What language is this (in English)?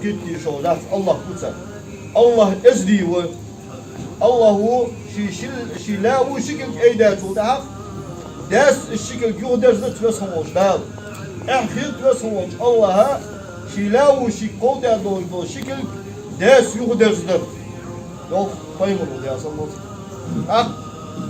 Ingush